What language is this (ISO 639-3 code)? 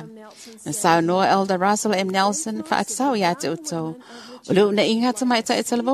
smo